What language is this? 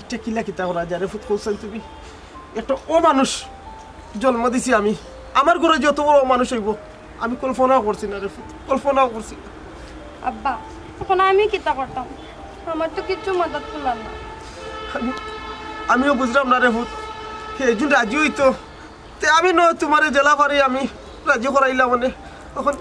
Sylheti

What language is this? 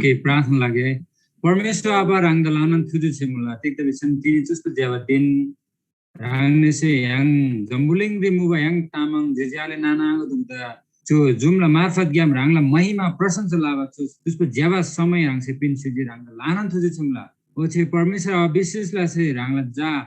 Eastern Tamang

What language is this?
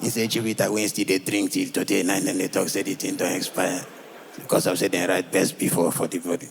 Nigerian Pidgin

